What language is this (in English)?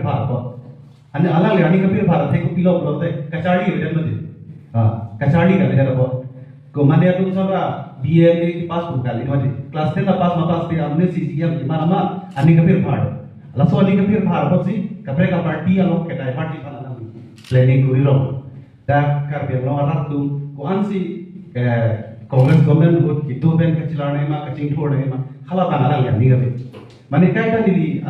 Karbi